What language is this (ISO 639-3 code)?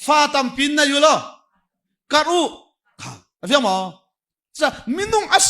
cnh